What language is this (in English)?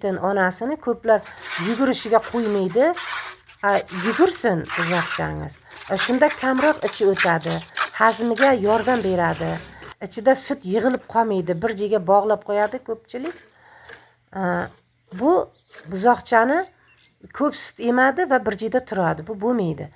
Uzbek